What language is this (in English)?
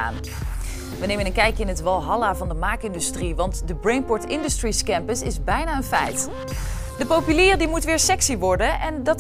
Dutch